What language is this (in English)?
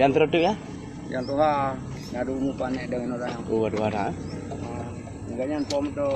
Achinese